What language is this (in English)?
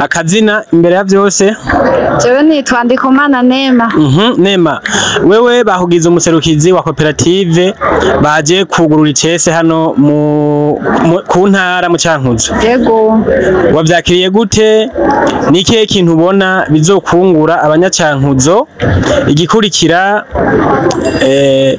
Rundi